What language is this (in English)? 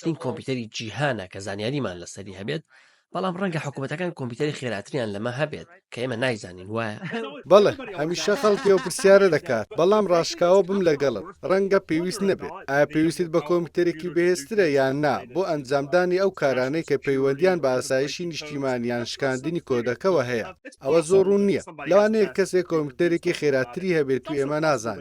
Central Kurdish